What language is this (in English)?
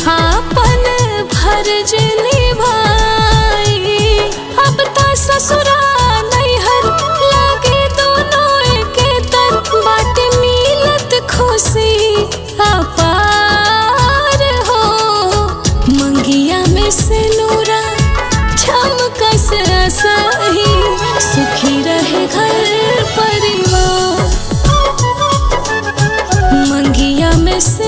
Bhojpuri